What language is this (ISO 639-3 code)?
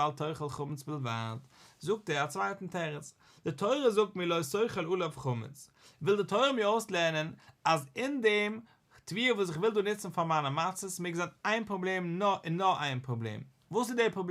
yid